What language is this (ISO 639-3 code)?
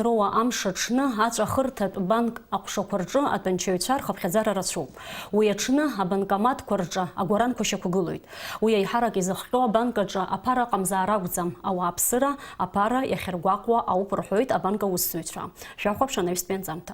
abk